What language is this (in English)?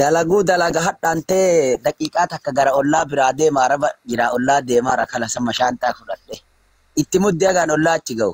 Oromo